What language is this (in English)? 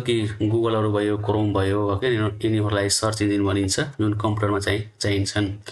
Nepali